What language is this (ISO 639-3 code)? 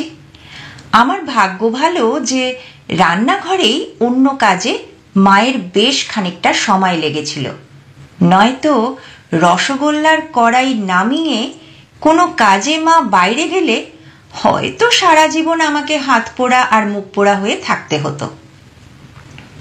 ben